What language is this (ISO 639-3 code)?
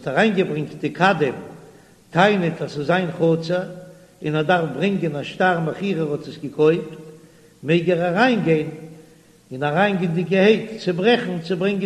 yid